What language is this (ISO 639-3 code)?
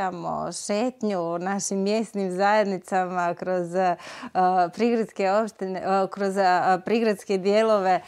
bos